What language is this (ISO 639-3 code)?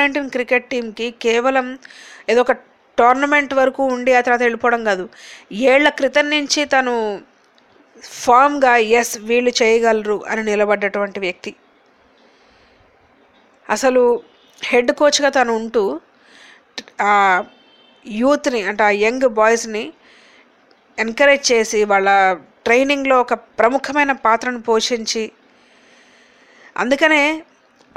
tel